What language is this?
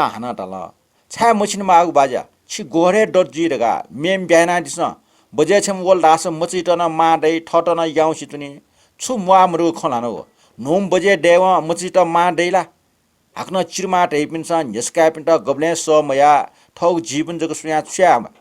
Newari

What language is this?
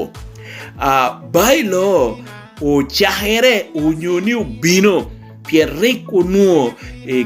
Lango (Uganda)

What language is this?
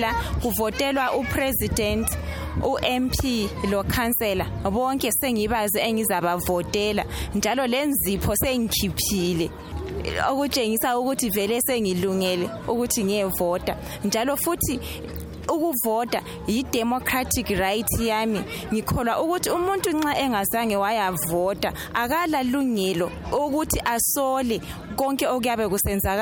North Ndebele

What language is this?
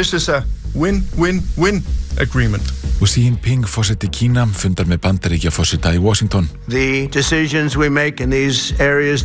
Icelandic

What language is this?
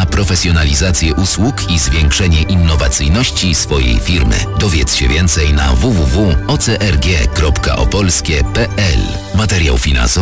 Polish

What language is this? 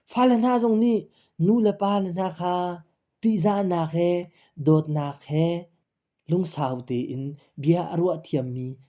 Hakha Chin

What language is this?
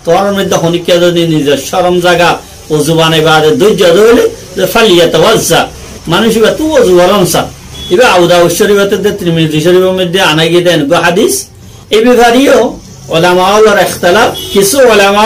Rohingya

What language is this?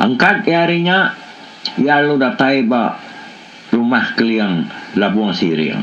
Iban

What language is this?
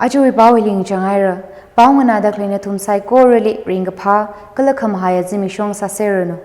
Tangkhul Naga (India)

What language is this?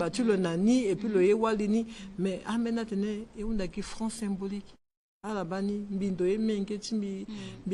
Sango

